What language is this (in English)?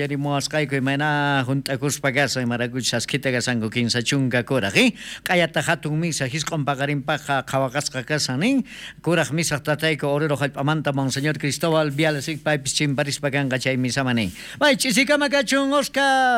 South Bolivian Quechua